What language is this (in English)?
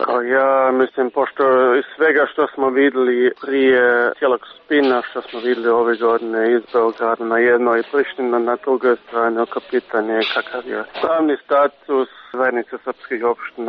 Serbian